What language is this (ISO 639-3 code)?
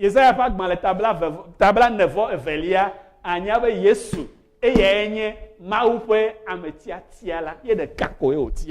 ewe